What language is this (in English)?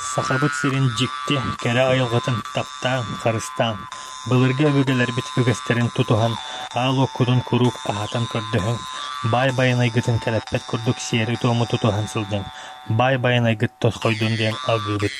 Yakut